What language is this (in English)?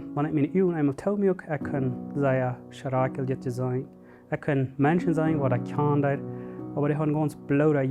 Plautdietsch